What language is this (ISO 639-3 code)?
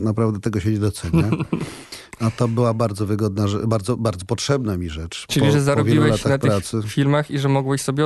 pol